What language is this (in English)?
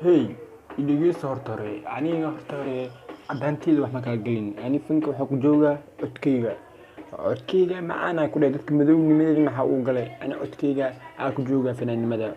Somali